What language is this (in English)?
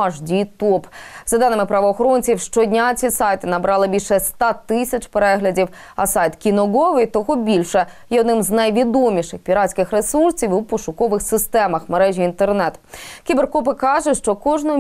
Ukrainian